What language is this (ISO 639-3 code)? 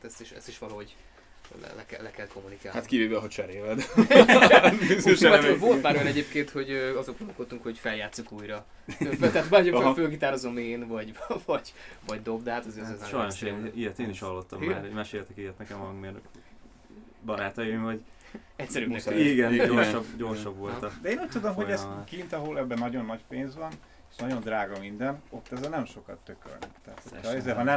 hun